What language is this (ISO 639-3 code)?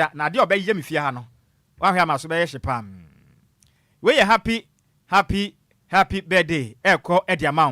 aka